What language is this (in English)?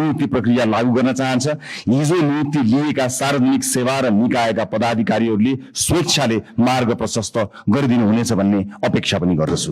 Nepali